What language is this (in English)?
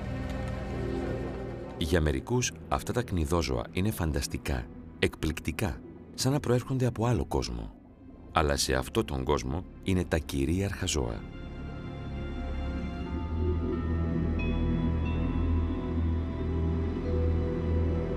Greek